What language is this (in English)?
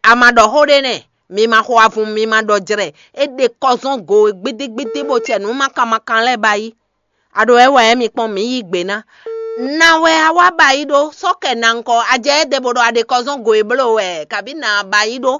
Fon